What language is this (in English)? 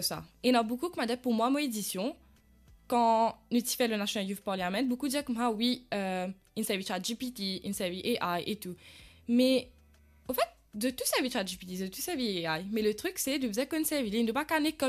Morisyen